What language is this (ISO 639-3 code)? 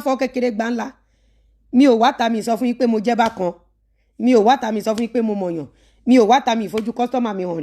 yor